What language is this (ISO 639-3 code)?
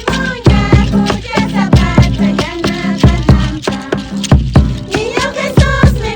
que